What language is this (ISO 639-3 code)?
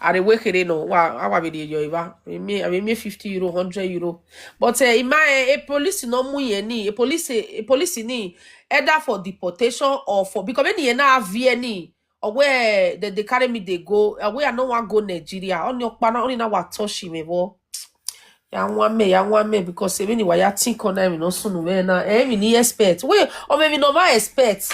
pcm